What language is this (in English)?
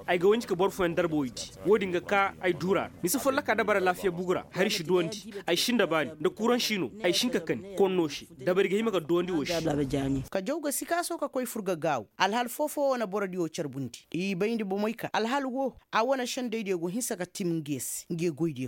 Koyraboro Senni